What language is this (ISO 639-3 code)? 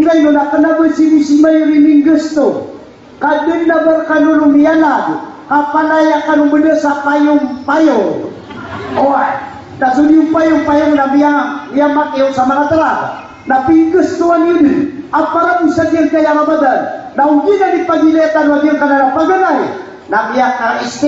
mrw